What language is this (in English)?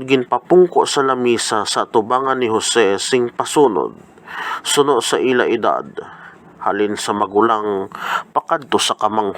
Hiligaynon